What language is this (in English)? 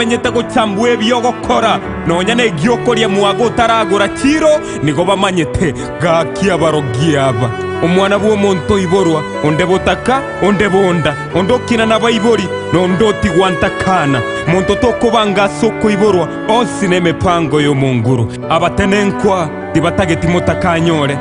Gusii